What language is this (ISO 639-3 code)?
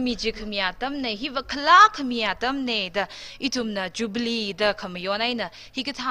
nmf